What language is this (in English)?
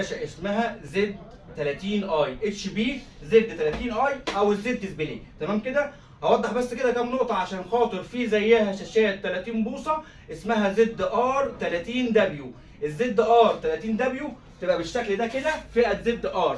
Egyptian Arabic